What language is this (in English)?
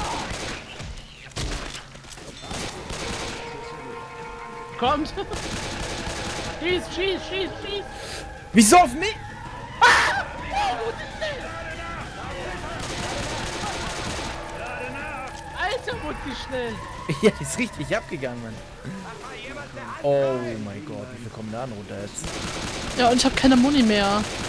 German